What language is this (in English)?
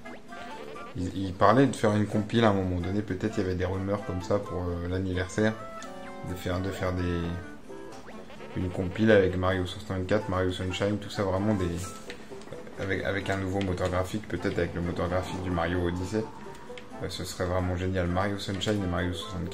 French